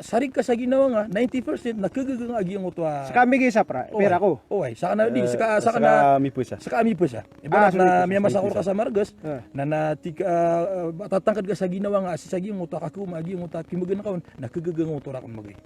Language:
Maranao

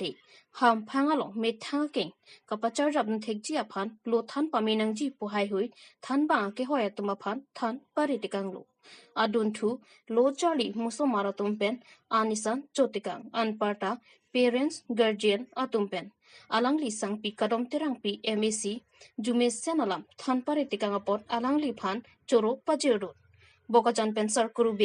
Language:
Karbi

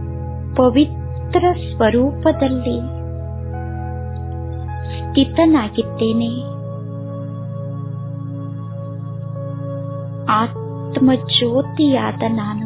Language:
Kannada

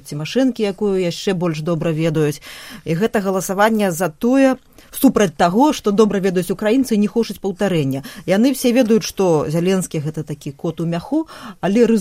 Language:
Belarusian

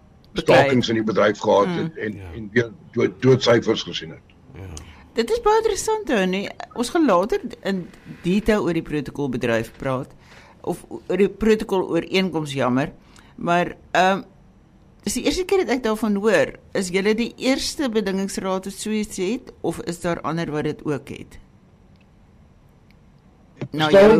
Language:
Afrikaans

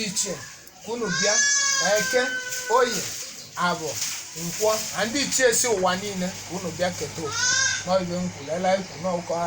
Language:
Igbo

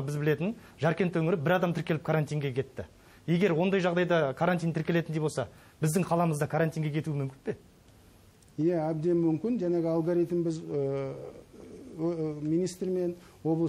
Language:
Kazakh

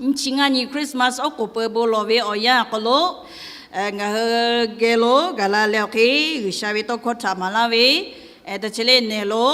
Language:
Lahu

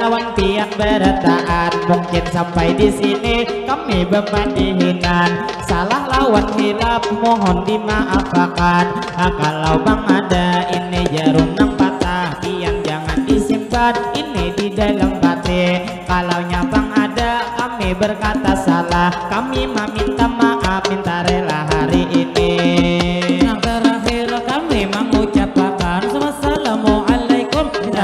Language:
Banjar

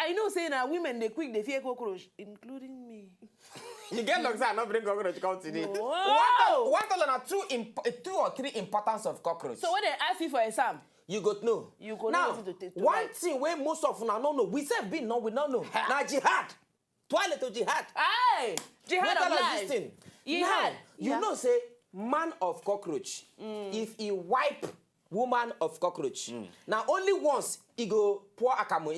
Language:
Nigerian Pidgin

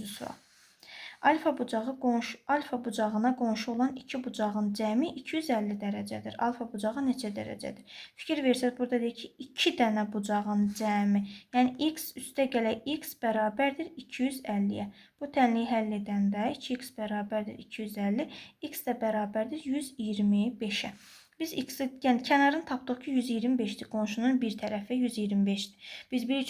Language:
Azerbaijani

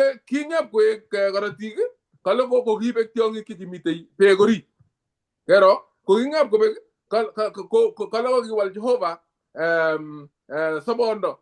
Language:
Kalenjin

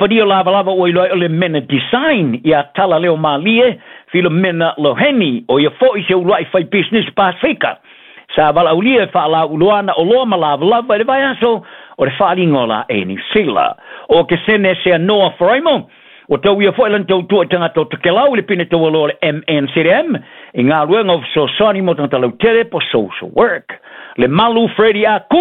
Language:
Samoan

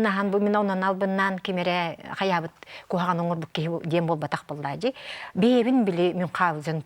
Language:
Yakut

